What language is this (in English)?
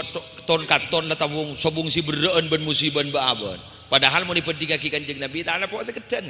Madurese